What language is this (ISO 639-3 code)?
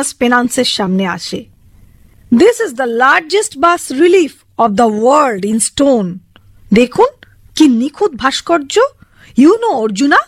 ben